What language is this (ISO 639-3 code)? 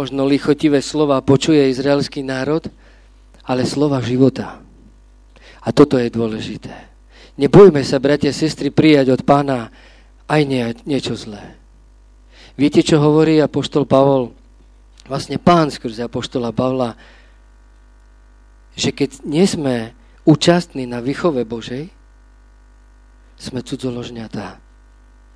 slk